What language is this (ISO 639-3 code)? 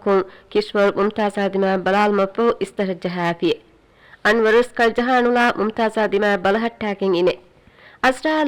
div